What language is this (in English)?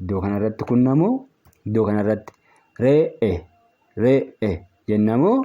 Oromo